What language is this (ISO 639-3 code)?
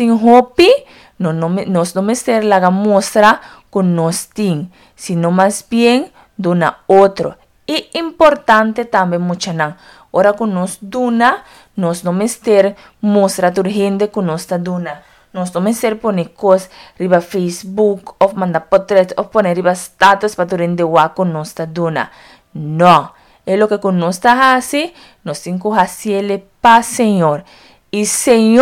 pap